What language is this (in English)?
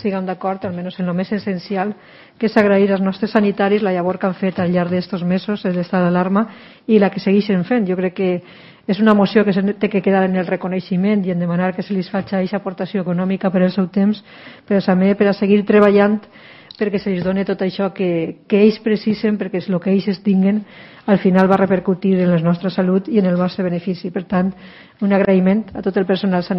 Catalan